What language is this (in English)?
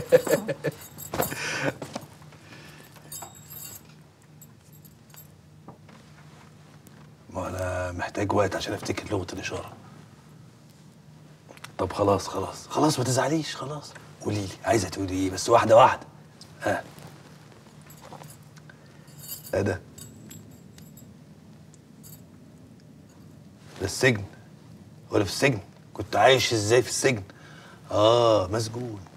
Egyptian Arabic